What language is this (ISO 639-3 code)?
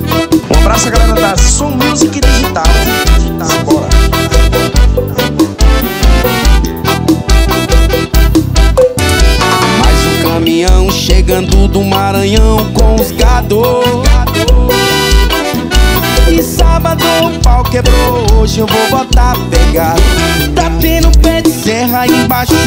por